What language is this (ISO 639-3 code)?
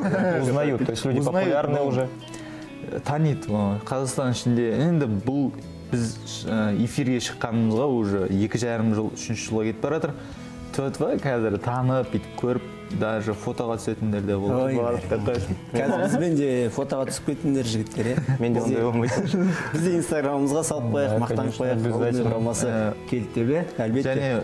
kaz